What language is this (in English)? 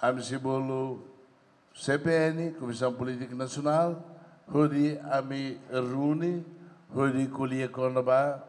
Tetum